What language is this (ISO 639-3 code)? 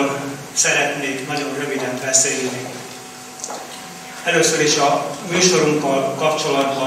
hun